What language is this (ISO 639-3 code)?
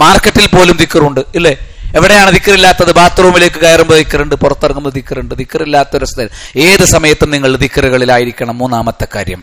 mal